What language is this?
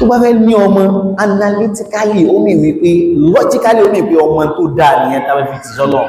Yoruba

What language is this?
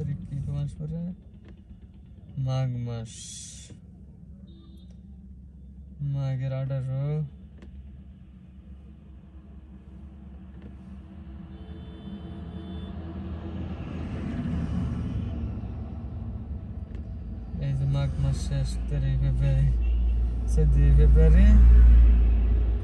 Bangla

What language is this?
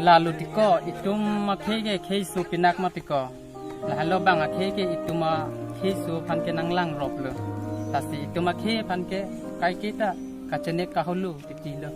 Karbi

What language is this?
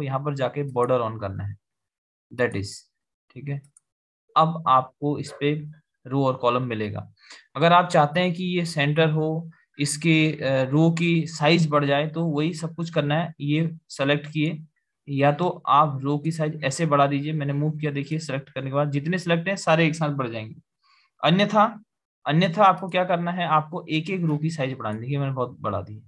Hindi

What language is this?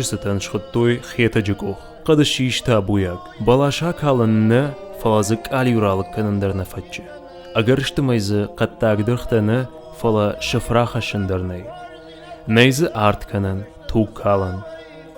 Ossetic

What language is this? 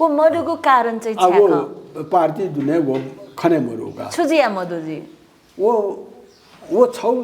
Newari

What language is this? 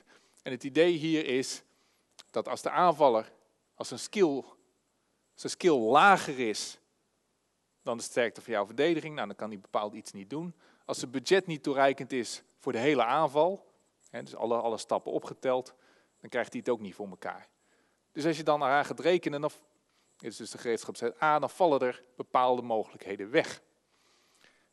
Dutch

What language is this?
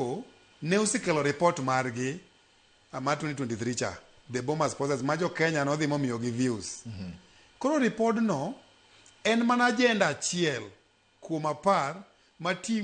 Luo (Kenya and Tanzania)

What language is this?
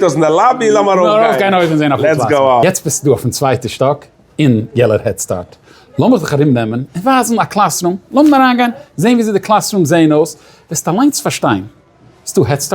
Yiddish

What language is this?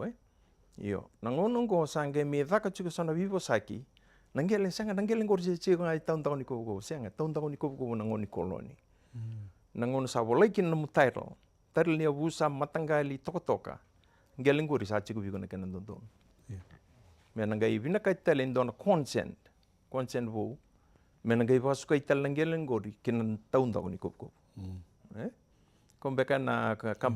Fijian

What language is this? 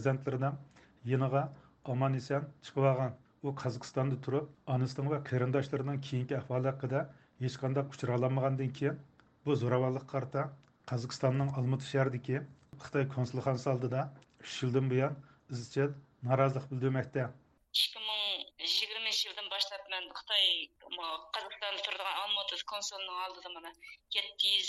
Uyghur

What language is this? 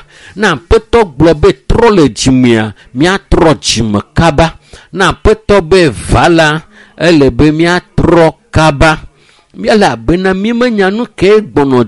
Ewe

